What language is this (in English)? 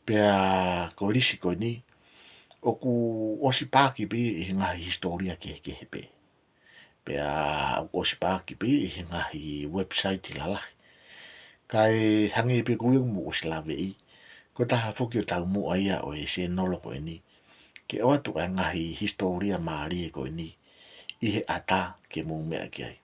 Tongan